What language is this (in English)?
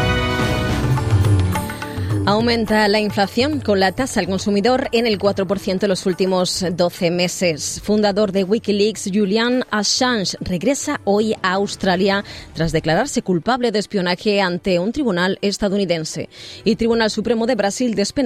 Spanish